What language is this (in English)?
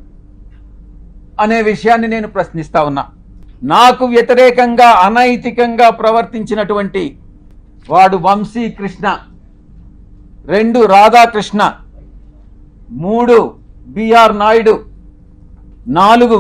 Telugu